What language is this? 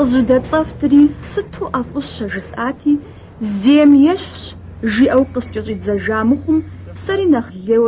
Kabardian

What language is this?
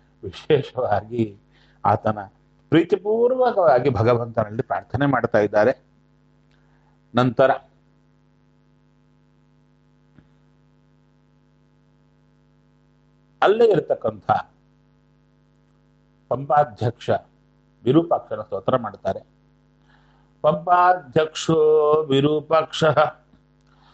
Kannada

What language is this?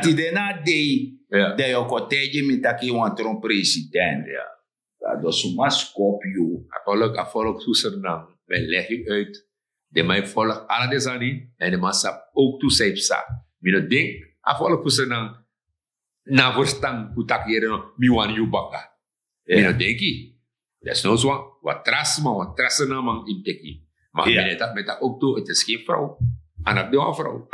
Sranan Tongo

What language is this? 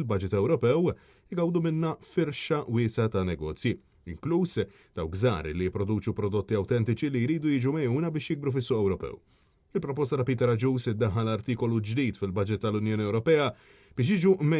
Maltese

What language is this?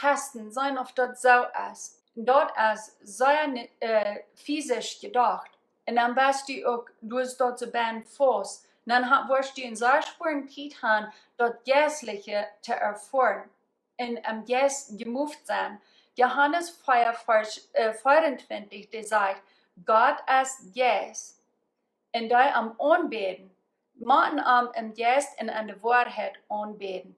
Plautdietsch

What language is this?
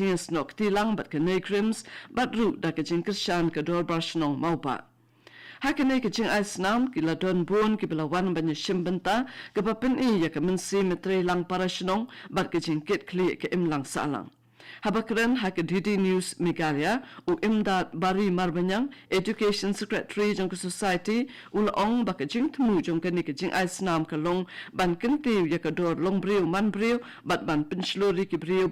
Khasi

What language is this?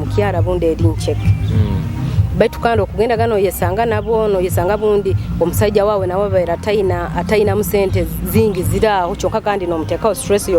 Nyoro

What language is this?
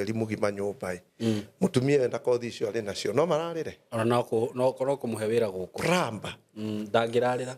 Kikuyu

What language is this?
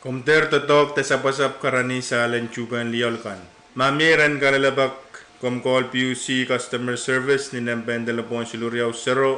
Pohnpeian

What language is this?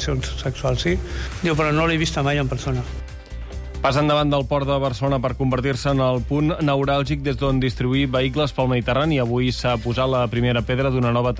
Catalan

